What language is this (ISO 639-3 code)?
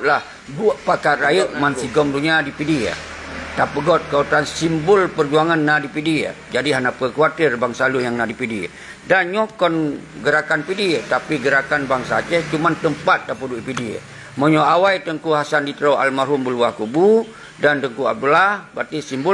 ace